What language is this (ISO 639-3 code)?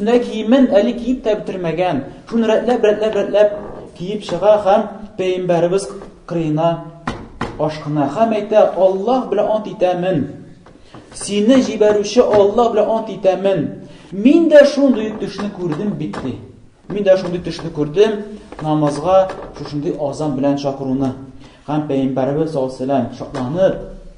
tat